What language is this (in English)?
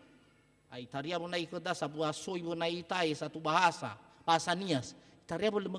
Nias